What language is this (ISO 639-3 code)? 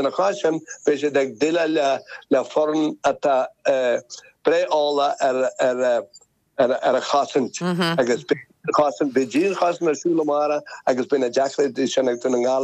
gle